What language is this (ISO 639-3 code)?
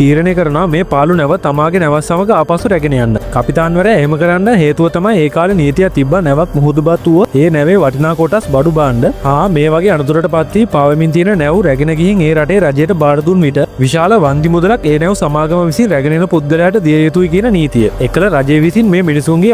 sin